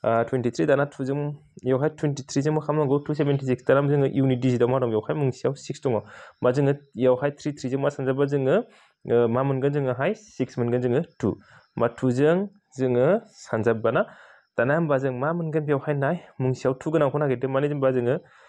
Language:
Bodo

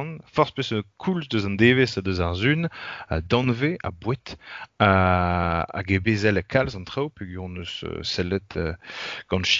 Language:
Breton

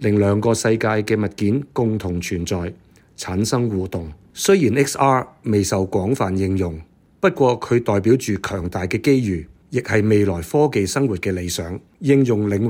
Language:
Cantonese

